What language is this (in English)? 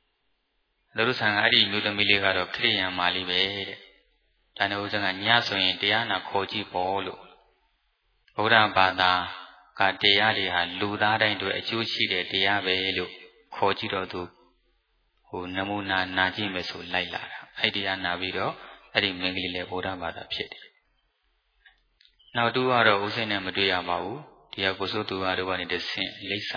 Burmese